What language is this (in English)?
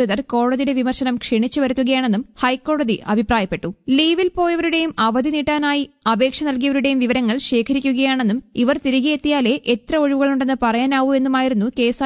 Malayalam